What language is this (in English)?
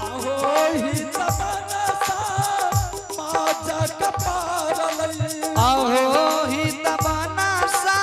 Angika